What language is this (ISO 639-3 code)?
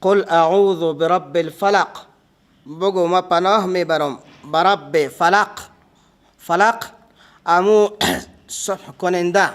fas